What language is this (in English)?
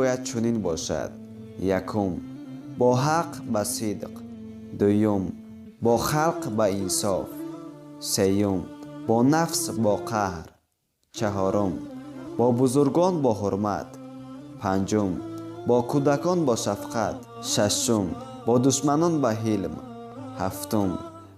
Tajik